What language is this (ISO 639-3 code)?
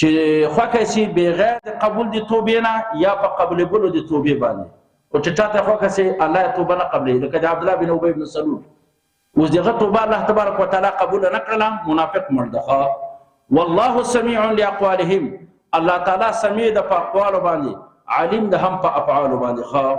pus